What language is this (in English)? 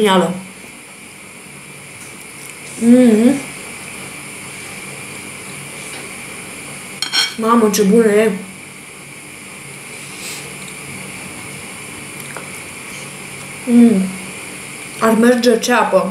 Romanian